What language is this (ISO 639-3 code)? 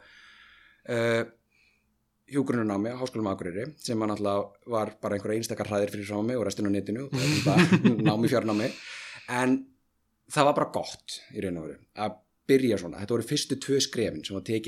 isl